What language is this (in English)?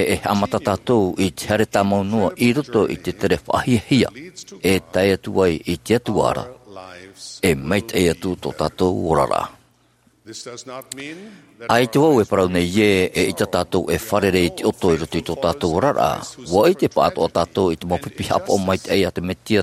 Tahitian